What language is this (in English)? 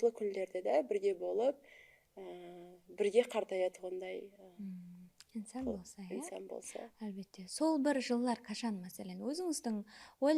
Kara-Kalpak